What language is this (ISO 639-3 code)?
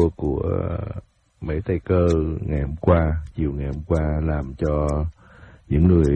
vie